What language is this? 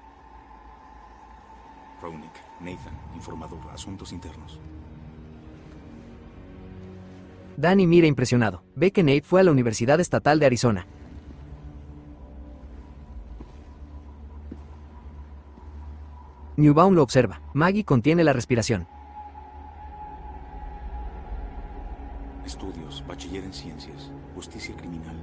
Spanish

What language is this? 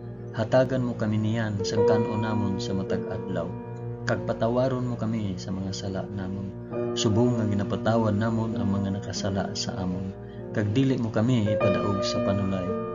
Hiligaynon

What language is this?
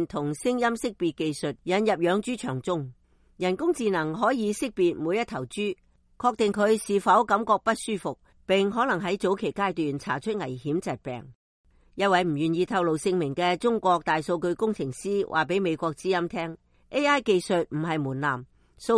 Cantonese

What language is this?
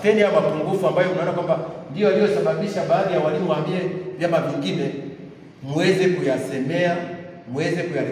Swahili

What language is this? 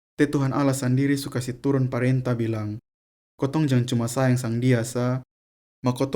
Kupang Malay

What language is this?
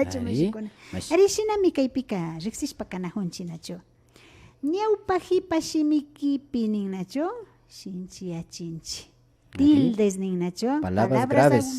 Imbabura Highland Quichua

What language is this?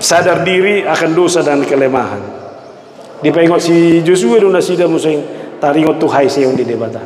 Batak Toba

